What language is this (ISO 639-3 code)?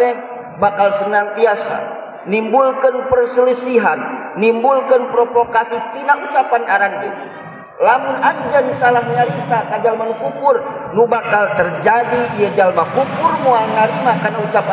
sun